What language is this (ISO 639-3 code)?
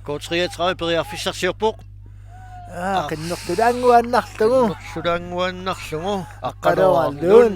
kal